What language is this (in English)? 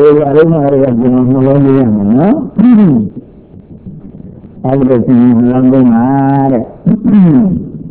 Burmese